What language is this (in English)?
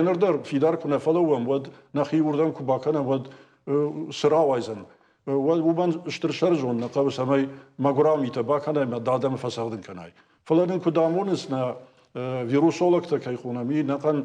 Ossetic